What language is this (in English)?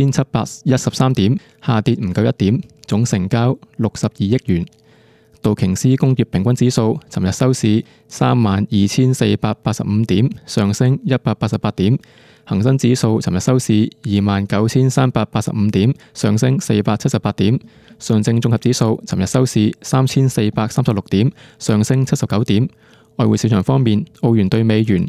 Cantonese